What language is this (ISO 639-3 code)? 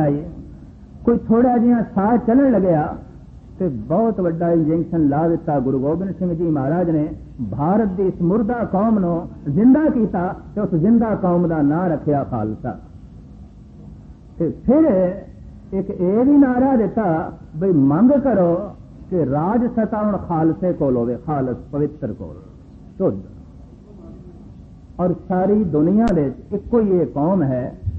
pan